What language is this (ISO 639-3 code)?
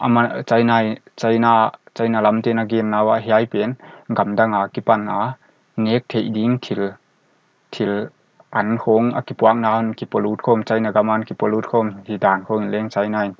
pck